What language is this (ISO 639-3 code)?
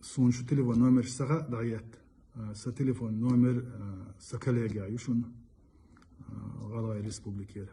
che